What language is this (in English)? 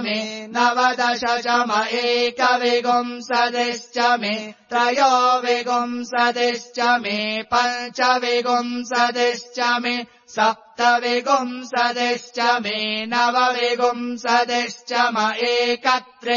Sanskrit